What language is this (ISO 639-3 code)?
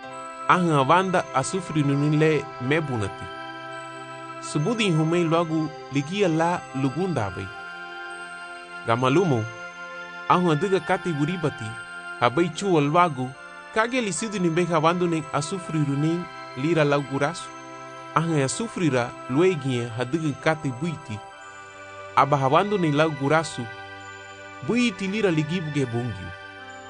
cab